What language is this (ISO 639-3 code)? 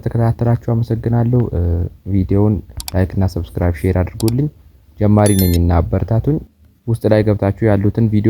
amh